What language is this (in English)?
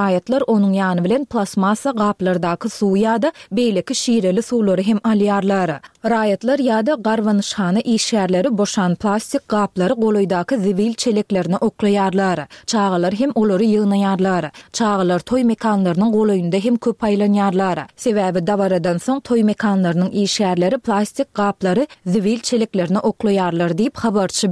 Turkmen